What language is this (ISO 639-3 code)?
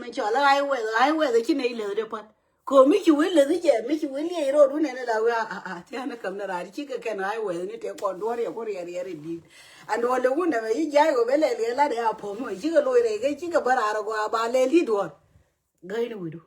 nus